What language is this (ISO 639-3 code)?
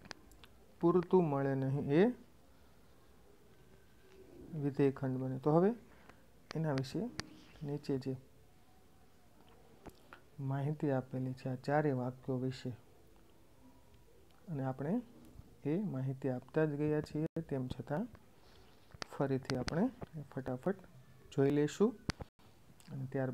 guj